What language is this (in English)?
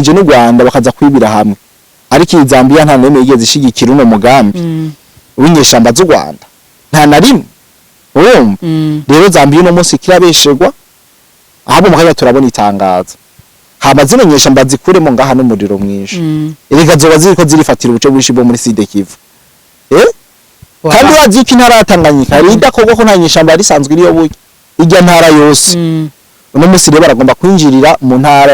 Rundi